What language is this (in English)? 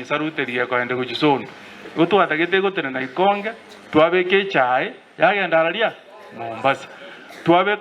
Gusii